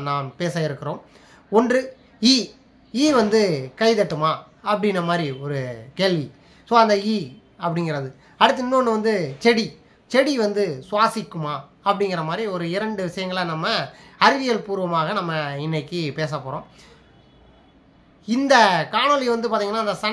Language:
Tamil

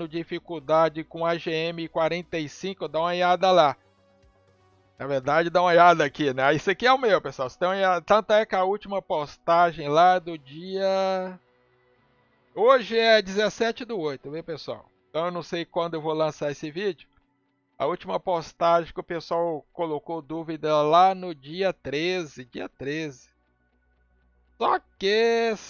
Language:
Portuguese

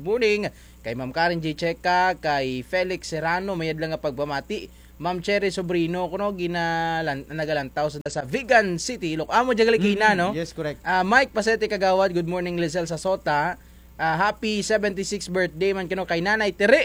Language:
Kinaray-a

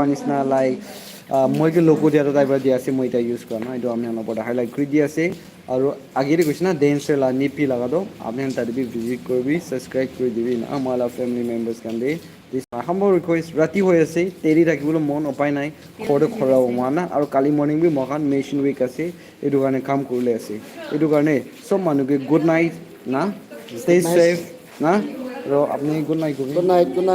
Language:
Naga Pidgin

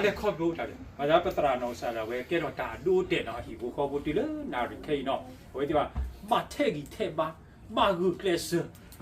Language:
S'gaw Karen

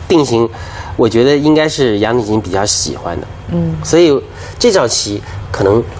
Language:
Chinese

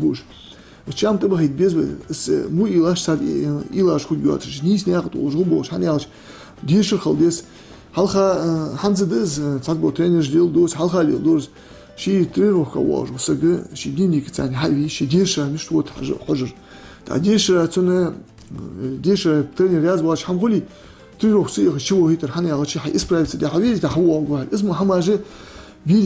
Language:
Ingush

